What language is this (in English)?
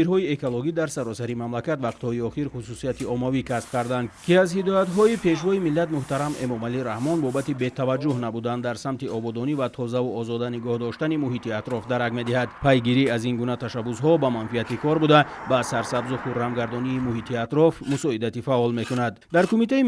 Tajik